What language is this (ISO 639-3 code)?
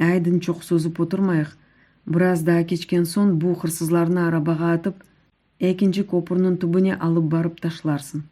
crh